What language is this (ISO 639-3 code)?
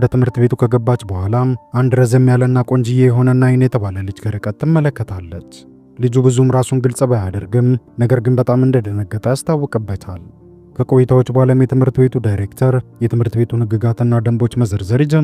amh